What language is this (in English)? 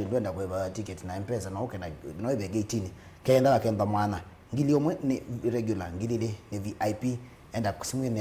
Kamba